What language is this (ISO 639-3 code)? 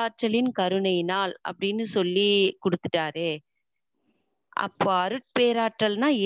tam